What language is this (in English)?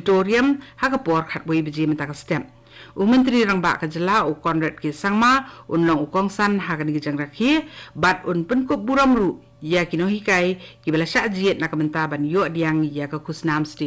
Khasi